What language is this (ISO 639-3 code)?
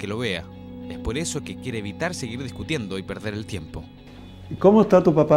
spa